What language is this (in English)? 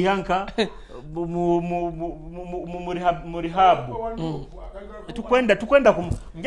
Nyoro